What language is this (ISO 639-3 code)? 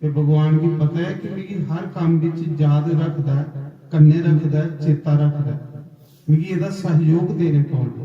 doi